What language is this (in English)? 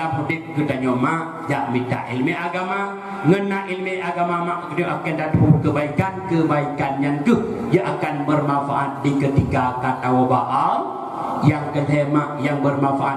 Achinese